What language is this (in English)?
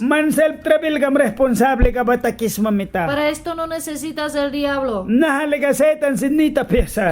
Mískito